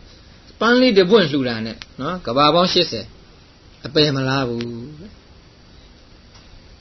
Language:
Burmese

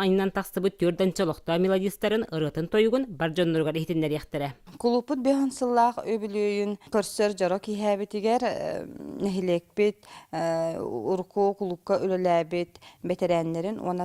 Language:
Yakut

